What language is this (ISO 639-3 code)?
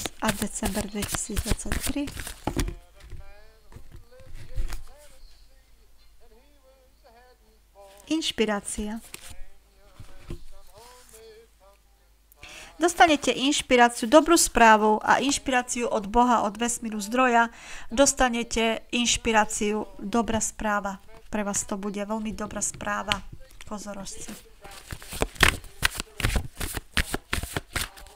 slk